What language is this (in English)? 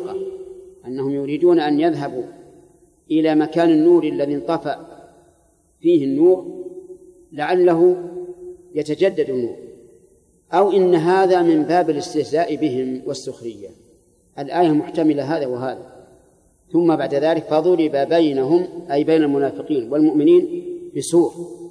Arabic